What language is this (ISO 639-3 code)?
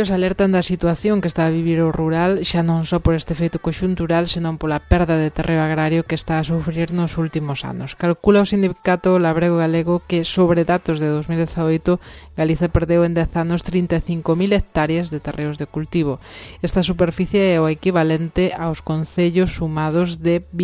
glg